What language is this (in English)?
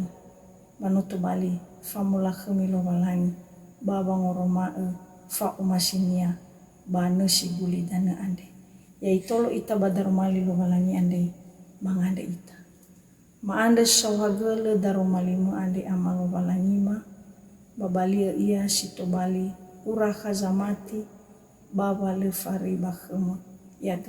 Nias